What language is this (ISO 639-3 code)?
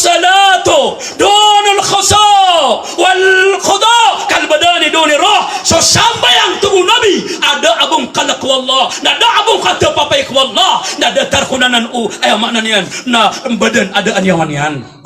mrw